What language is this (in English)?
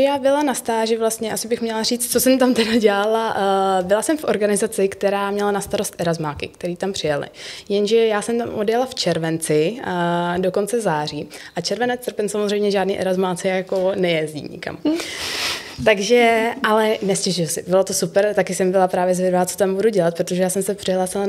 Czech